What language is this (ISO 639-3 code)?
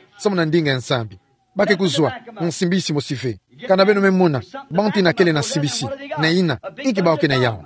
ktu